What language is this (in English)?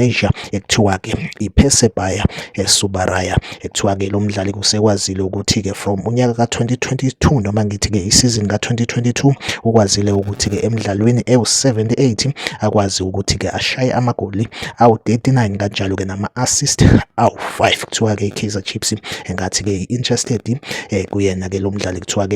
Zulu